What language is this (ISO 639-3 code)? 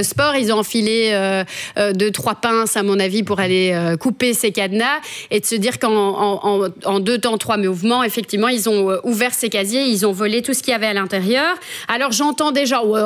fra